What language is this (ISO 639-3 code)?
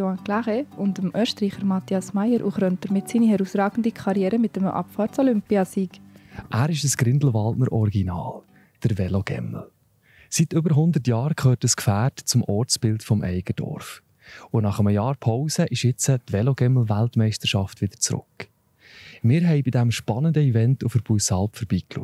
gsw